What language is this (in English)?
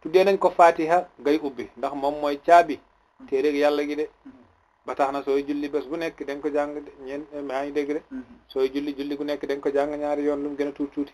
Wolof